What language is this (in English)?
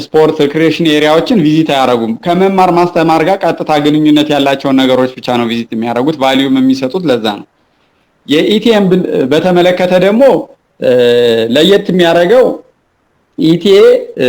Amharic